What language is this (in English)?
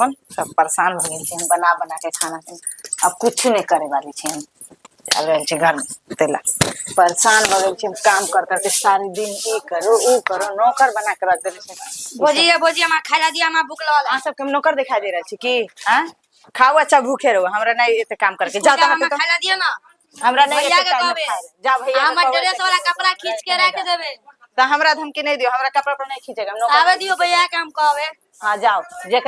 Maithili